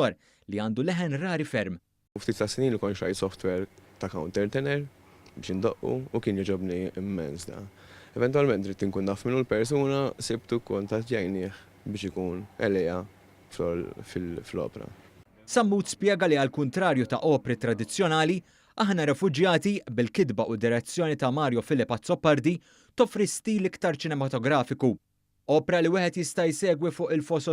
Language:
Maltese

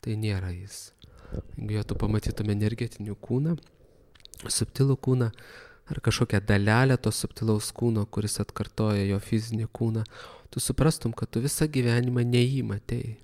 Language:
Lithuanian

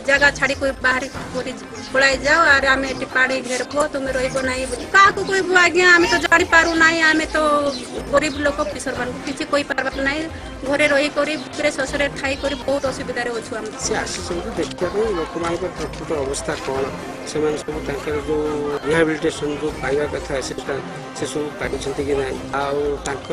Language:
Odia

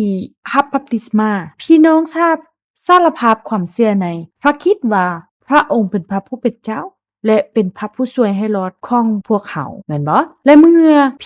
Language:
Lao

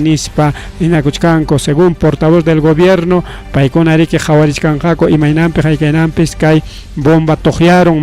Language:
Ayacucho Quechua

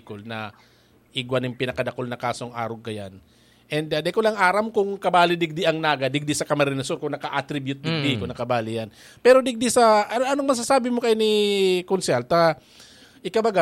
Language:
Bikol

